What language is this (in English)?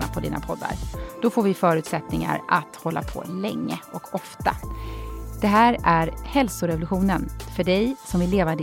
Swedish